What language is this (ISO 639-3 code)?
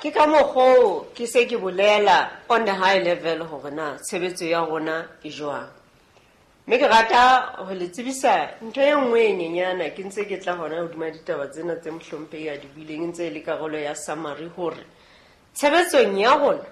sot